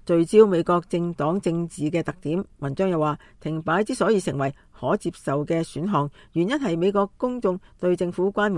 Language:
Cantonese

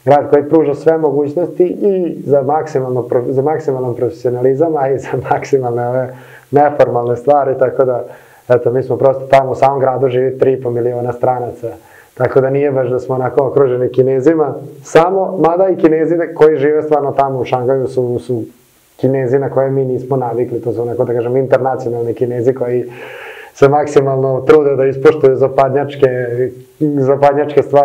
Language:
Serbian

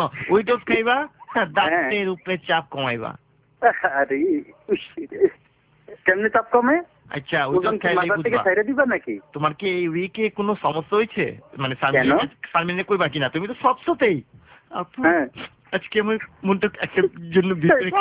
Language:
Bangla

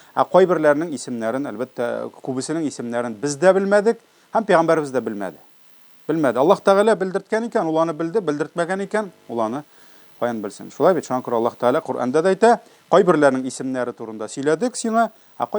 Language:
Tatar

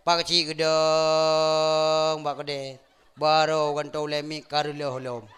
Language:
Achinese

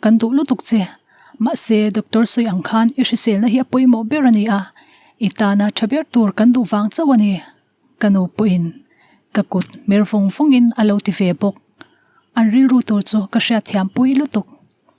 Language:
Mizo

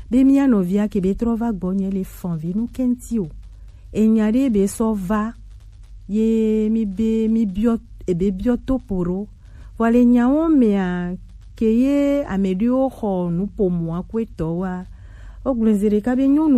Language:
Gen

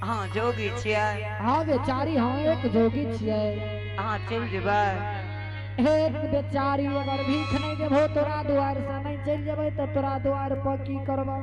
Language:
Angika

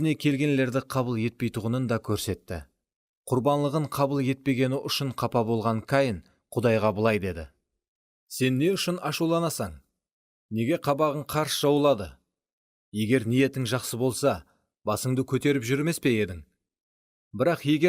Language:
Kara-Kalpak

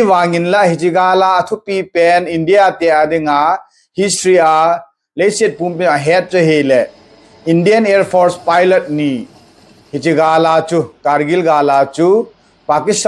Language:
Thado Chin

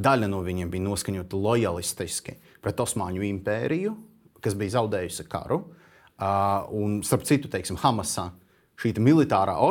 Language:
Latvian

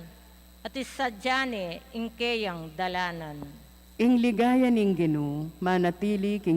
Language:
Pampanga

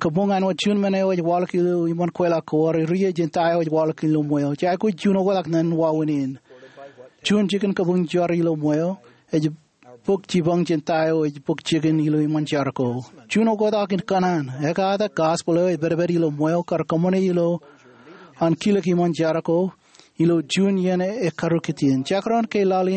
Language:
Marshallese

